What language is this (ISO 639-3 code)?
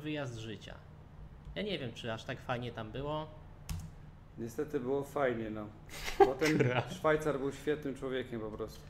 pol